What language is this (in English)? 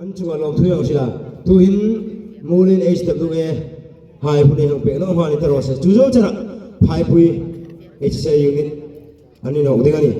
Hmar